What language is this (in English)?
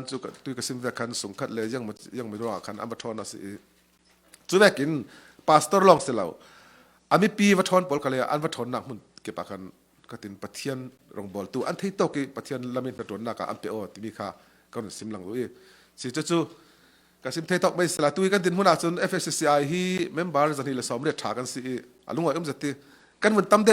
Falam Chin